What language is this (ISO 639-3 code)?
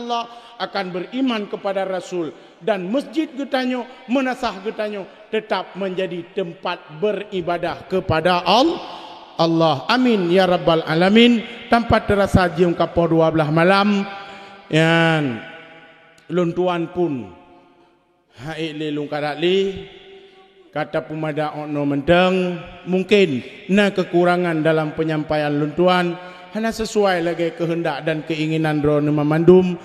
ace